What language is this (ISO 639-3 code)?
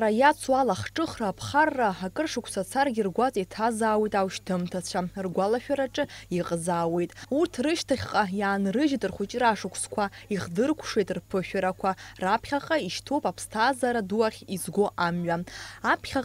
abk